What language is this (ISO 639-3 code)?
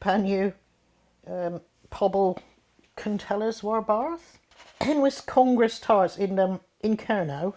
cor